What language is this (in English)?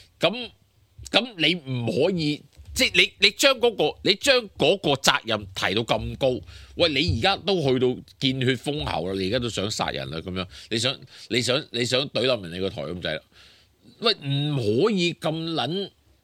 Cantonese